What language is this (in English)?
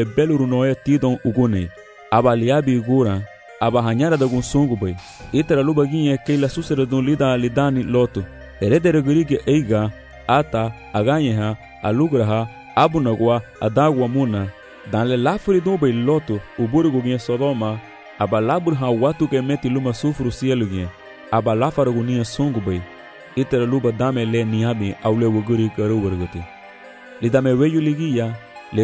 Garifuna